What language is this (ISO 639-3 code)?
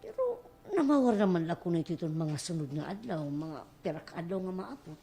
war